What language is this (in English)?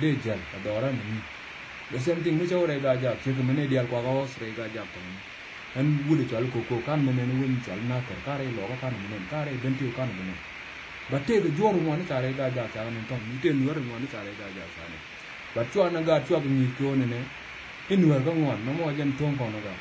Nuer